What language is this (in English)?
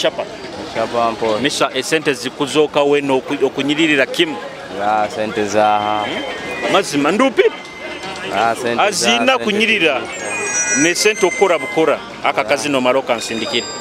Nyoro